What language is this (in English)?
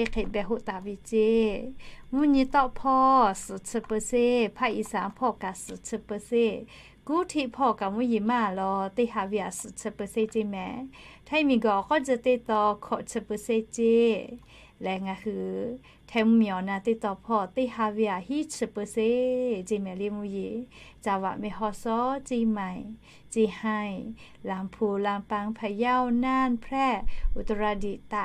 Lahu